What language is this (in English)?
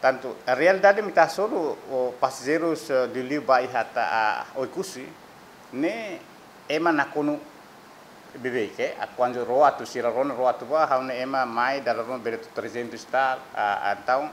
Tetum